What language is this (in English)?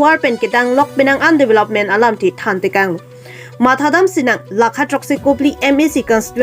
Karbi